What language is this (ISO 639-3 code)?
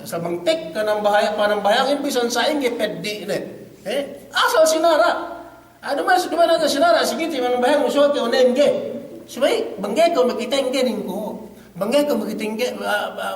yka